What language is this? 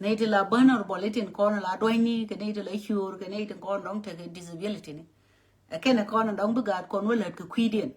Nuer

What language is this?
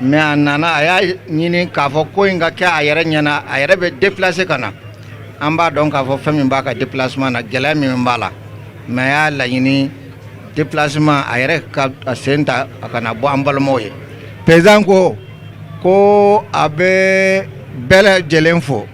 Bambara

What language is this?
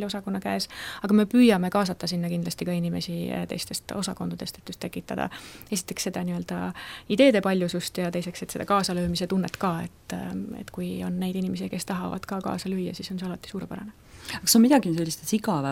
Estonian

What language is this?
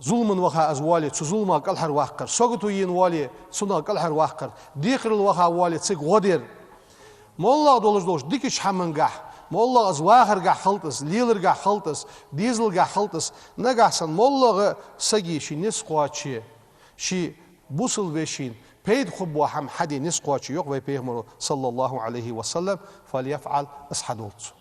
Ingush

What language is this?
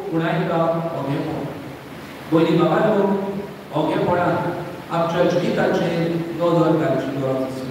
Konkani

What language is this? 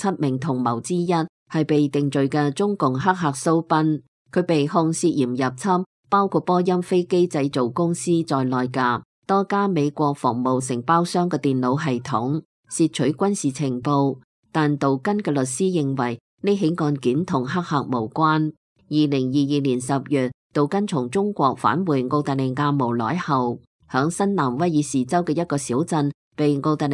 Cantonese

